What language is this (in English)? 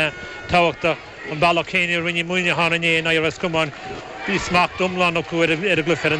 Irish